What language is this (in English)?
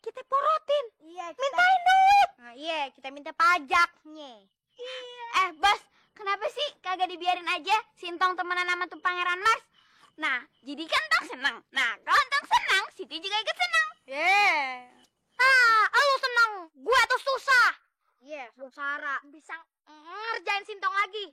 Betawi